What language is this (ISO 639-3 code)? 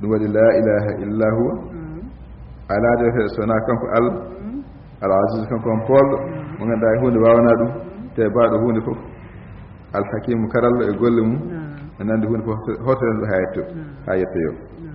ful